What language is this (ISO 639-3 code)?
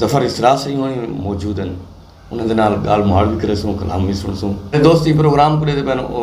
skr